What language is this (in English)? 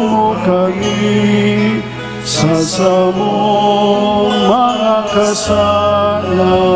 Bikol